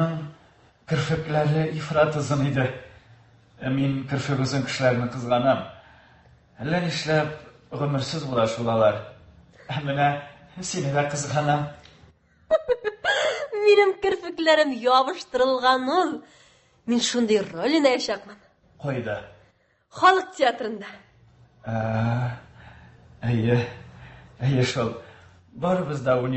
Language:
Tatar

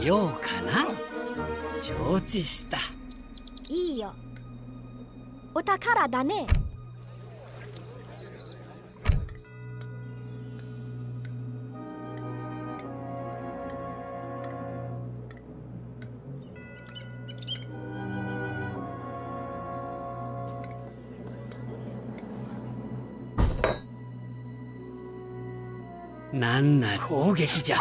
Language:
Japanese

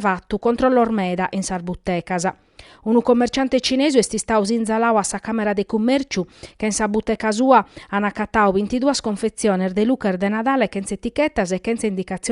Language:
Sardinian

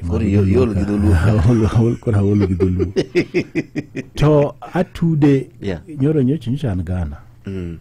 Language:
Luo (Kenya and Tanzania)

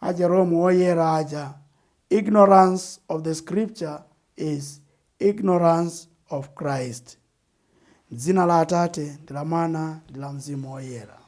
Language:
Nyanja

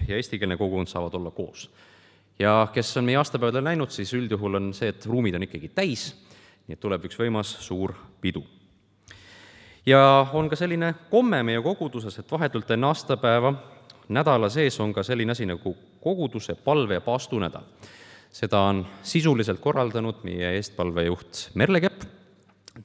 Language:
Estonian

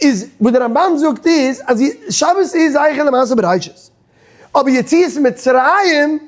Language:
Yiddish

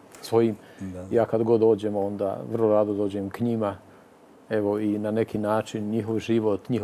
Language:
Croatian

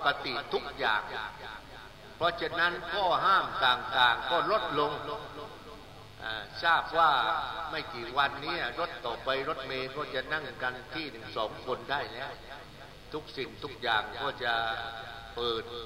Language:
Thai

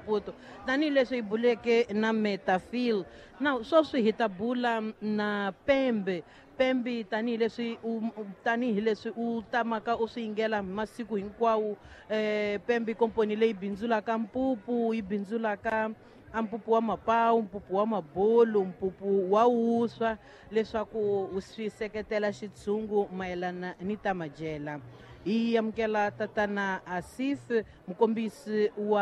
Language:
Tsonga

